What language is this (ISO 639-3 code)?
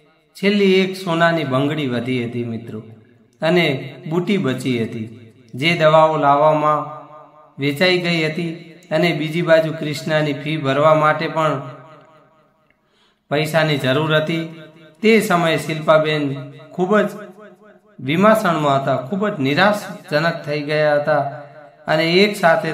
guj